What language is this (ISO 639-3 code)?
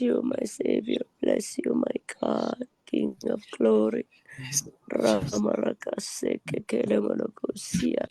pon